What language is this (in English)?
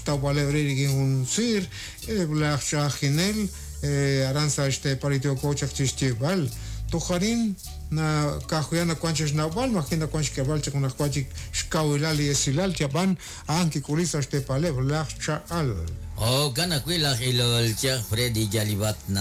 Kekchí